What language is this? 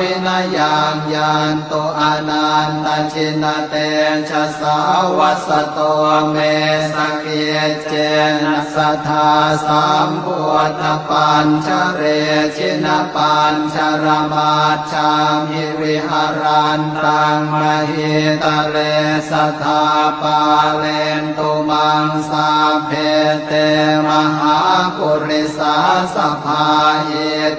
Pali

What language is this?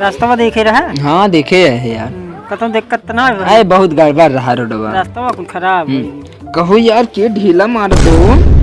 Awadhi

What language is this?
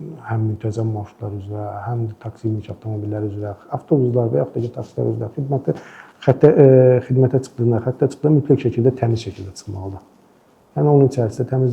Azerbaijani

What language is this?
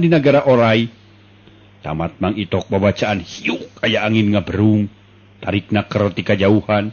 Sundanese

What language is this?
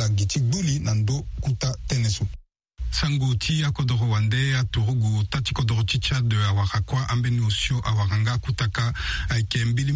Sango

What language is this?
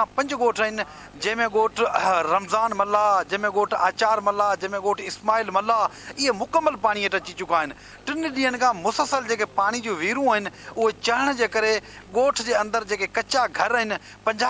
Sindhi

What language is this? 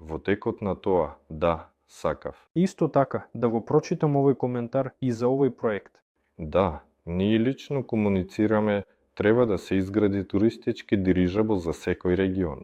Macedonian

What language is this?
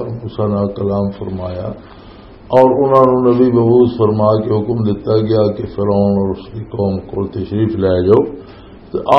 Western Panjabi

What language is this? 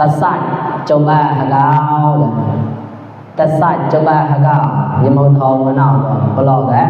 Mon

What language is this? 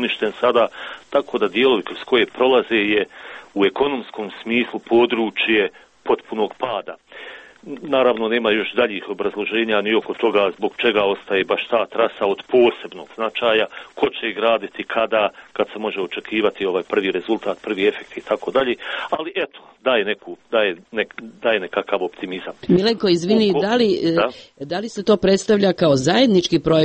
Serbian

